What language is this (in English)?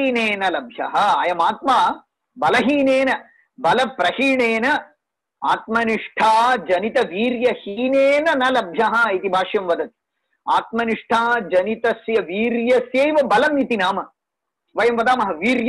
Sanskrit